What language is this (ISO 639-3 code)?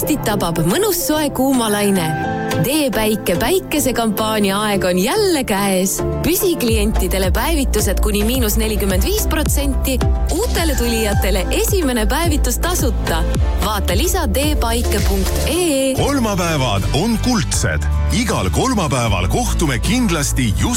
est